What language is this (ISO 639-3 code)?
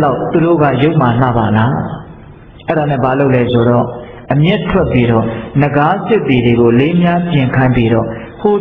mya